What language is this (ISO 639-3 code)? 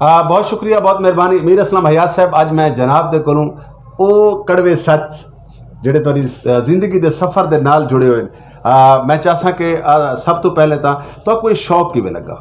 skr